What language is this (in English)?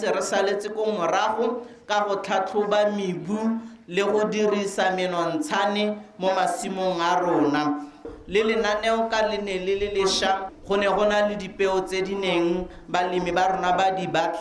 Tswana